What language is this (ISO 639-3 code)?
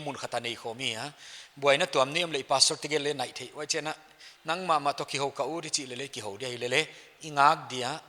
pck